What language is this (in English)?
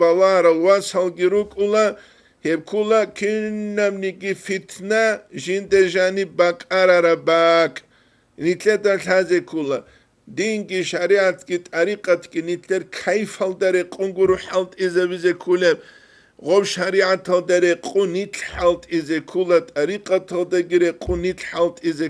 Avaric